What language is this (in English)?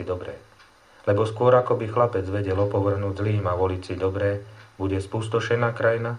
Slovak